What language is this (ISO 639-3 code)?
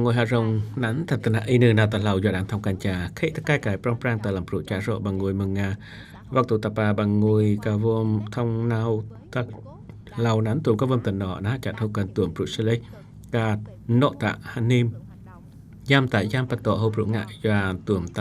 cjm